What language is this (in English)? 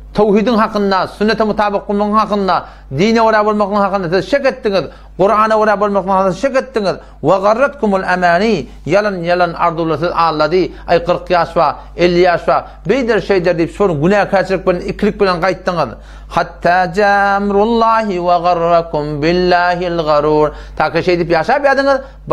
Turkmen